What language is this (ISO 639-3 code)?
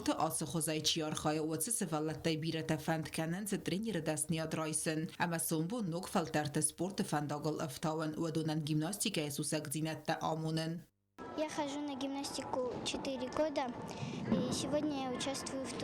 oss